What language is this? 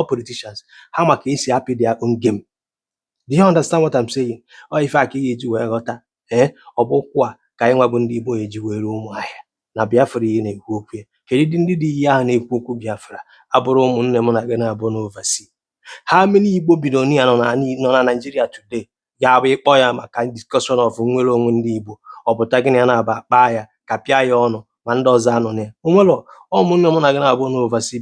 Igbo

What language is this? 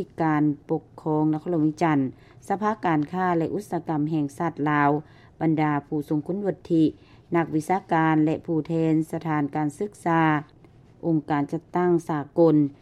Lao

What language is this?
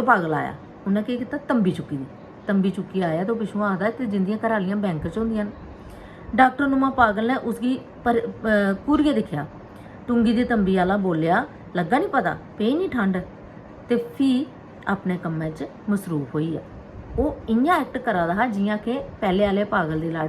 Dogri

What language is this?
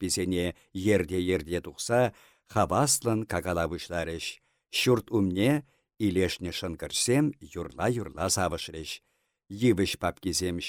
Chuvash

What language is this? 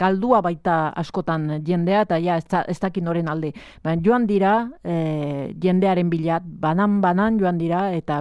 Basque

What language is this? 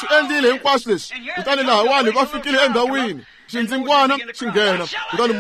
Tsonga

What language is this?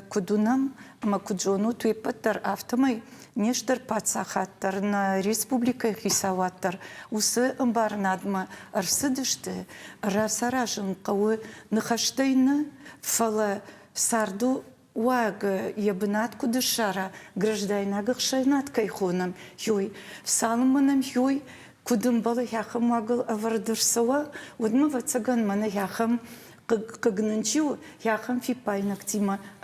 Ossetic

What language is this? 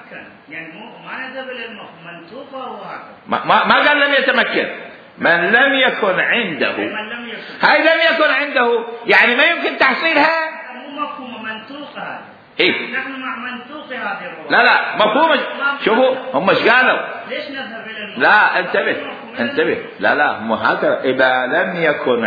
Mesopotamian Arabic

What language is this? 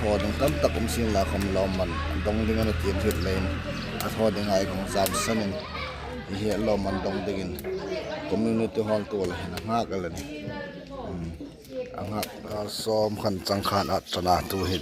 Hmar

